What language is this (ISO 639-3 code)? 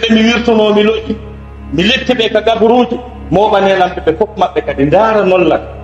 ful